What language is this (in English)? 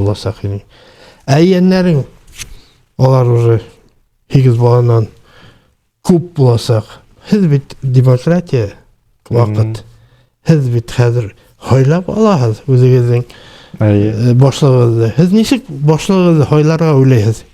Bashkir